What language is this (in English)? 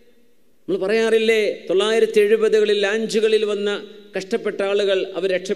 Malayalam